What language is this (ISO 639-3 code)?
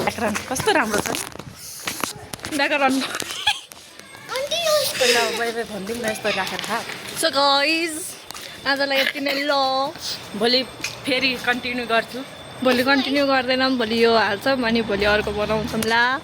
nep